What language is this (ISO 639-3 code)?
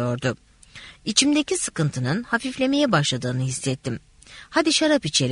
tur